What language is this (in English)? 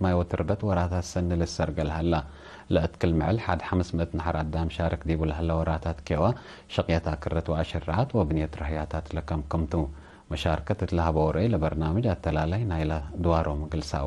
Tigre